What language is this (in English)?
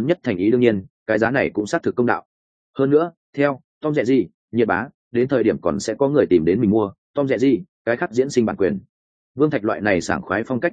Vietnamese